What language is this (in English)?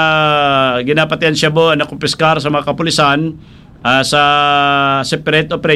Hiligaynon